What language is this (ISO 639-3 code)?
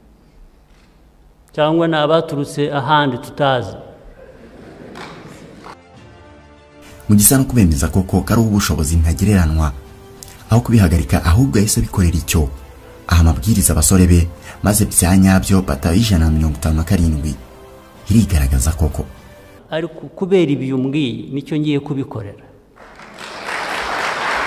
kin